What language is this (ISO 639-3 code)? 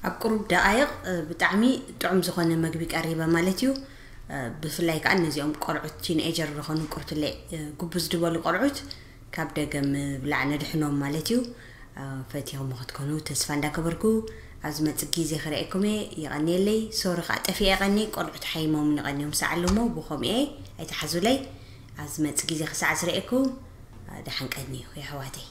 tir